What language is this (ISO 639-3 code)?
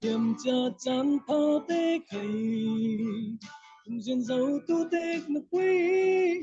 cfm